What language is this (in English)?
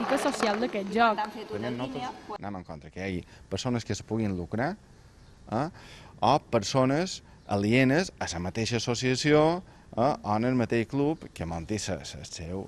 Catalan